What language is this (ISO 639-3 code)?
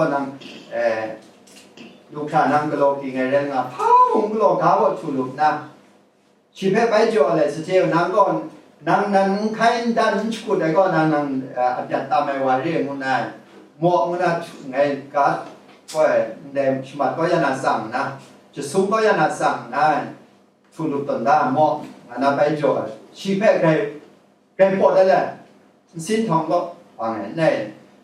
kac